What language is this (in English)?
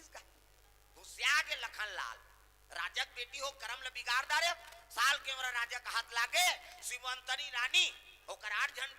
Chhattisgarhi